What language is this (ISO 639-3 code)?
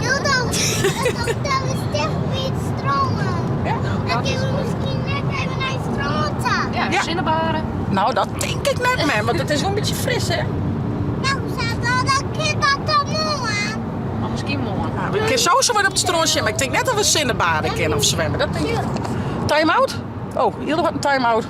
fry